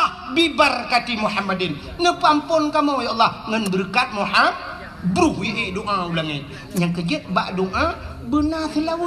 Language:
Achinese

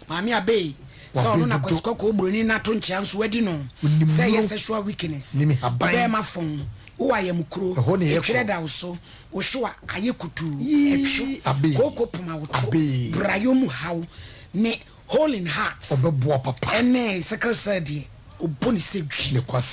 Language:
Akan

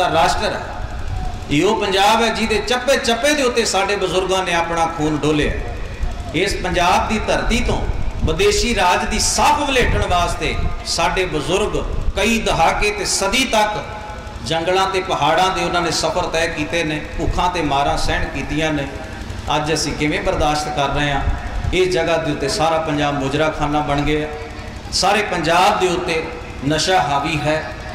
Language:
Punjabi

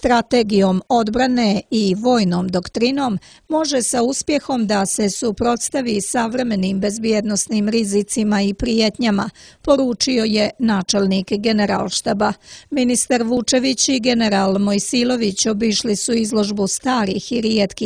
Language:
Croatian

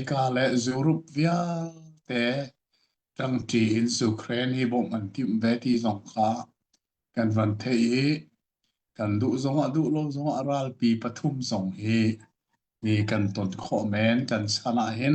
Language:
Hakha Chin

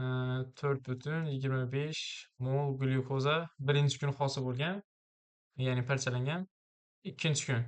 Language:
Uzbek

